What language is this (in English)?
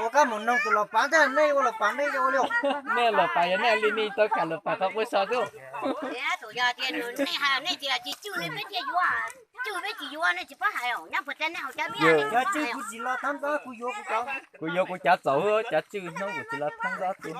Hmong